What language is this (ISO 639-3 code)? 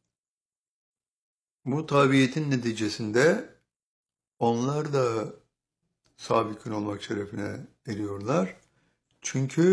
tur